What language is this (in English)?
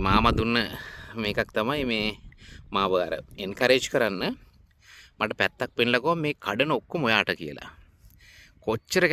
Sinhala